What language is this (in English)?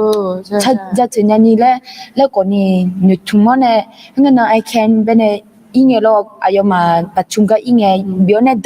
Akha